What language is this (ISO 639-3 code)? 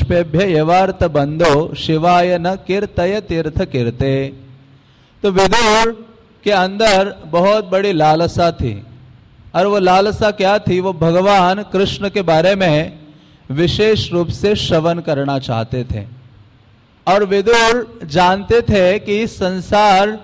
hin